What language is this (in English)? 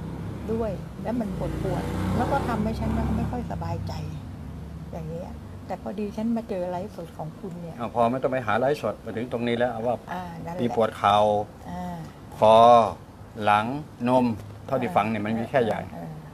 Thai